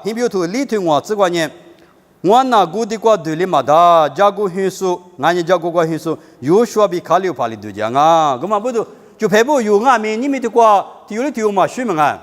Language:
Lisu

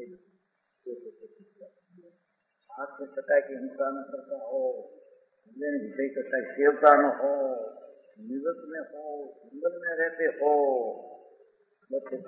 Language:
Hindi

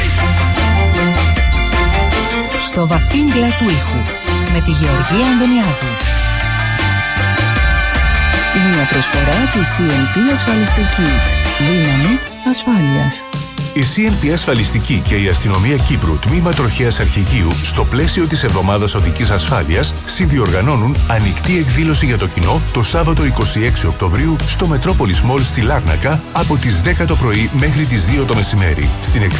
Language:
Greek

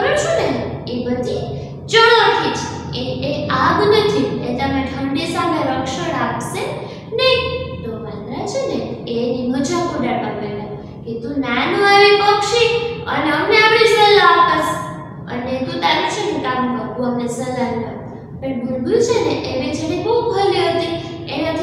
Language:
Gujarati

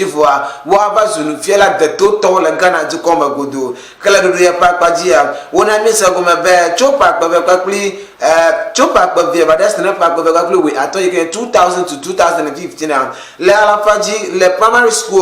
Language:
Ewe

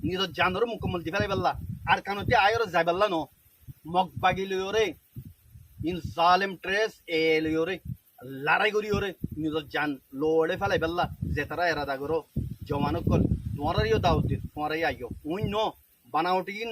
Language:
Rohingya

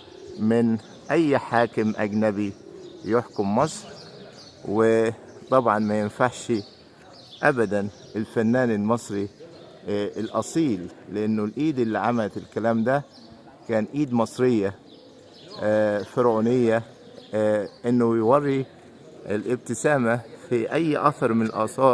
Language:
Egyptian Arabic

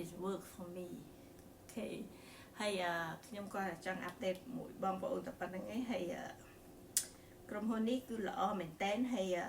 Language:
Khmer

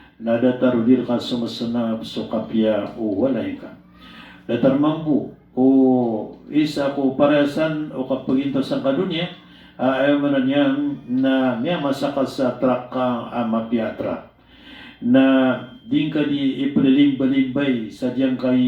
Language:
Maranao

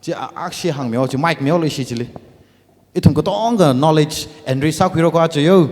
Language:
Tangkhul Naga (India)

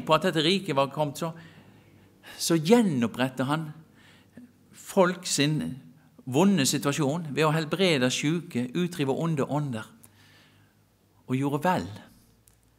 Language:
Norwegian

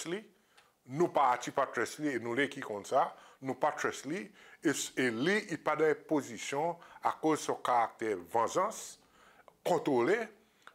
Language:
Seselwa Creole French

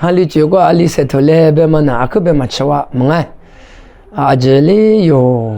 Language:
Lisu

